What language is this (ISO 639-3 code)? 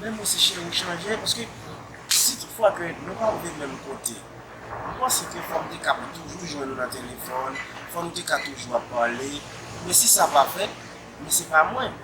hat